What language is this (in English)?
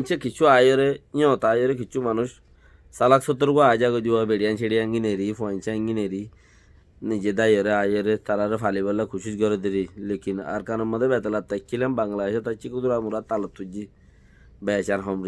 Rohingya